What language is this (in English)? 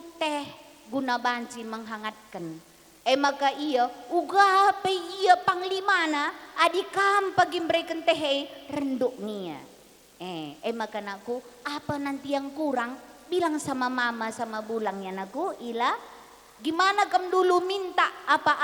Batak Karo